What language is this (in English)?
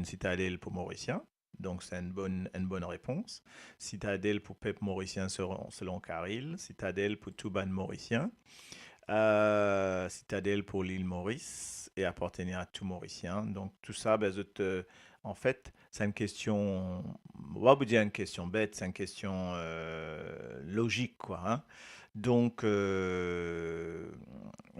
Morisyen